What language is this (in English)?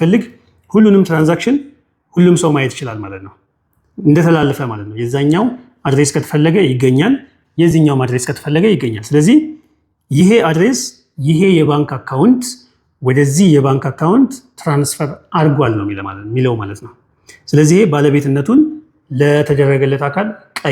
Amharic